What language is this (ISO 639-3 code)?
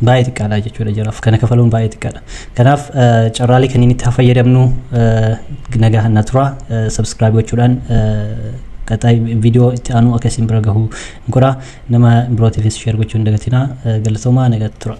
orm